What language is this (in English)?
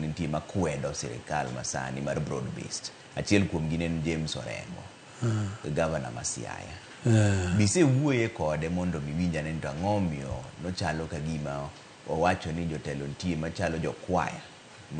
Luo (Kenya and Tanzania)